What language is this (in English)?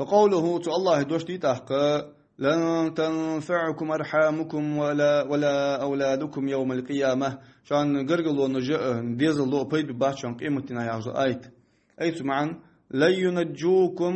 Ingush